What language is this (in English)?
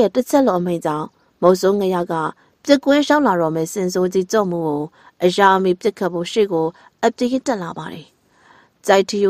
Burmese